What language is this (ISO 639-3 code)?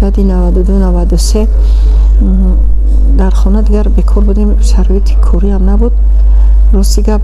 tgk